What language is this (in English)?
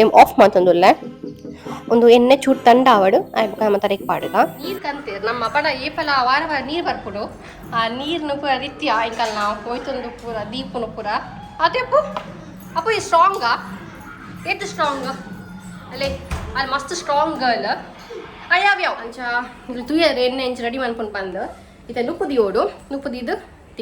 Tulu